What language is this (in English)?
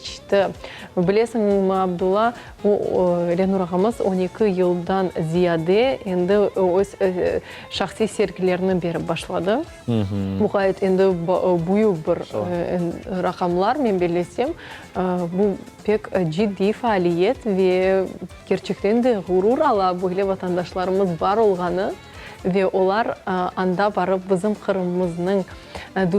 Crimean Tatar